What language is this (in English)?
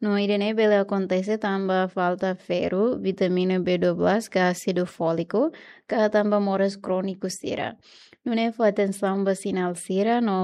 Tetum